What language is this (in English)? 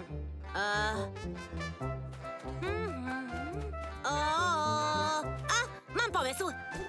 Polish